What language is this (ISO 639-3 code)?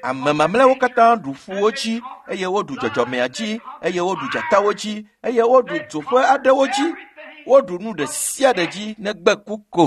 ewe